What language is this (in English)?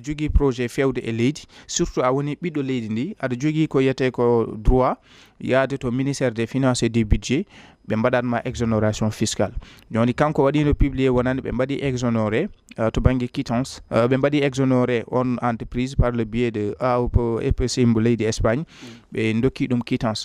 Fula